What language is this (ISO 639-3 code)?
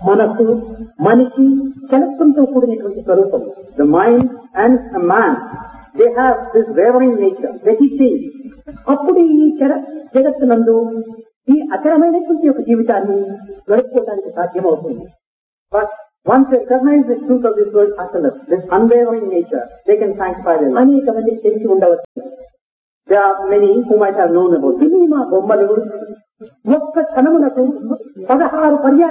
tel